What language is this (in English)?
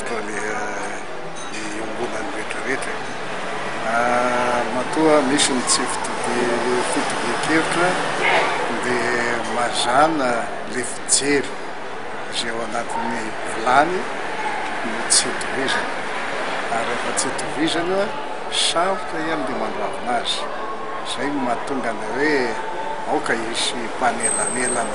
Malagasy